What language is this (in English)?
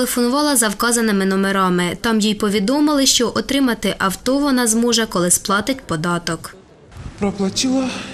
Ukrainian